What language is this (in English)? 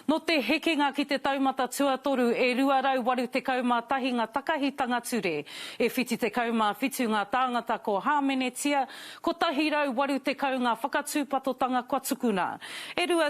Māori